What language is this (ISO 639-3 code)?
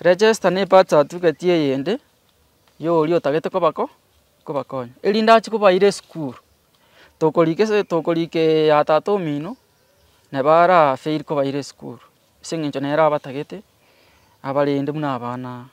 guz